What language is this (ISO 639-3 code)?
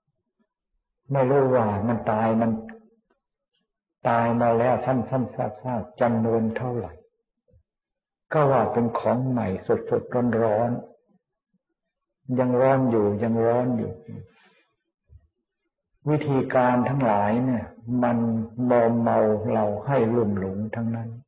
tha